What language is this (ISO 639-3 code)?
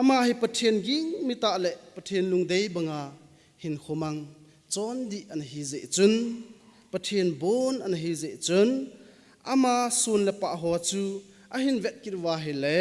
tcz